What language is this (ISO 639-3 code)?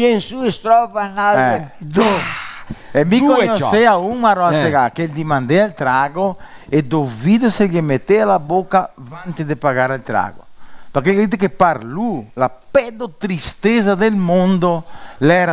vec